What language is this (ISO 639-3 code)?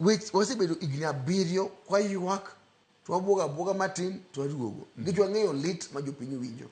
luo